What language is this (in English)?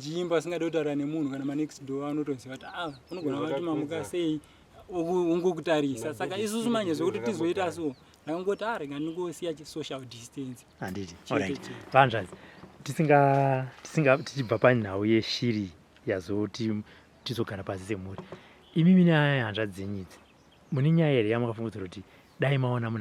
Shona